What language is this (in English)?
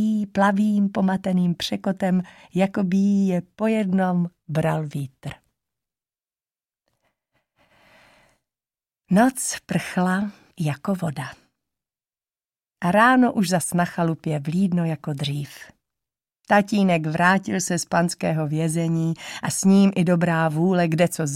Czech